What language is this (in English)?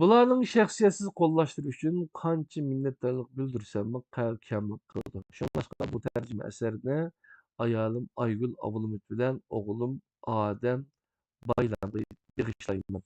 Uyghur